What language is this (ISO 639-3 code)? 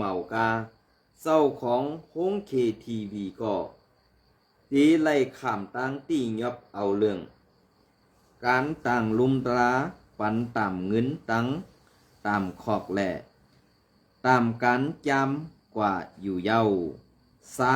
shn